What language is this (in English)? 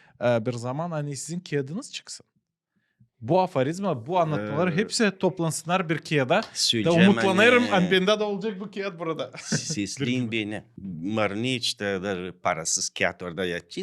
Gagauz